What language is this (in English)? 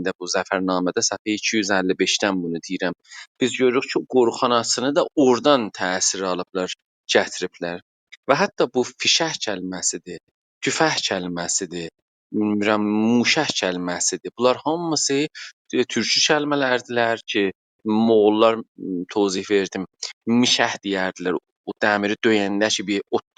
South Azerbaijani